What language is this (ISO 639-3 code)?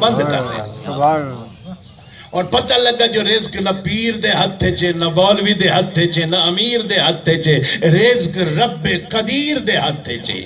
skr